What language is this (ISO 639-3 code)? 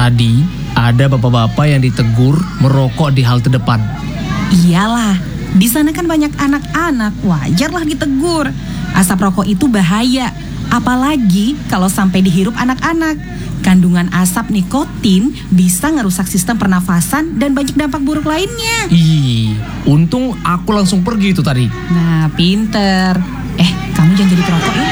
ind